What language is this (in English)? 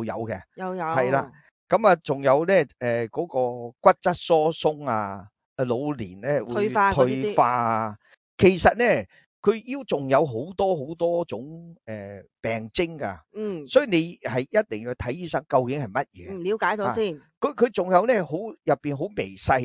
Cantonese